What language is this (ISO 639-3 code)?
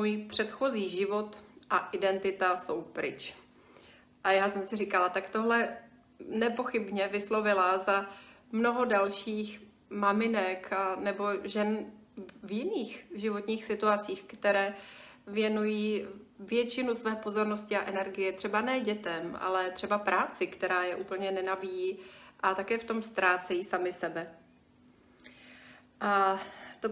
ces